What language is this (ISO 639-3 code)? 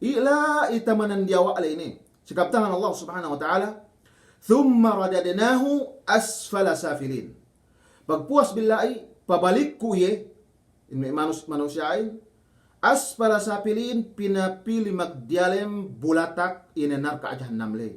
yka